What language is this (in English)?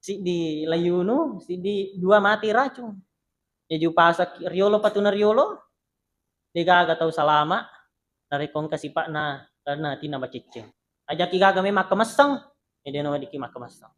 Buginese